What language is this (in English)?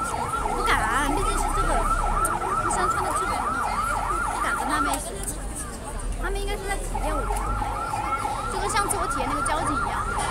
Chinese